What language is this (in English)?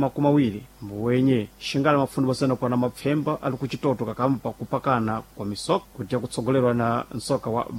Sena